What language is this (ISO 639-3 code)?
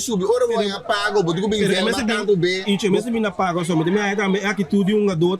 pap